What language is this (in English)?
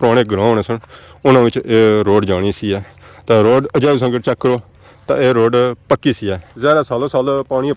Pahari-Potwari